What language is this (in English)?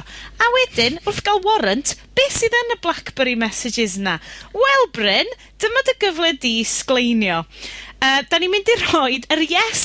Welsh